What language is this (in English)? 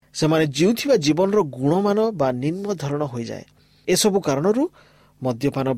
Odia